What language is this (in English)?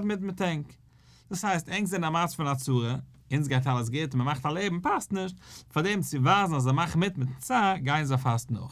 Yiddish